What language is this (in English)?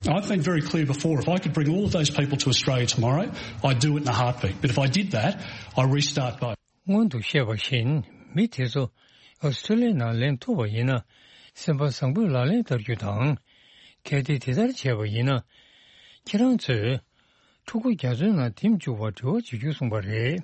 Tibetan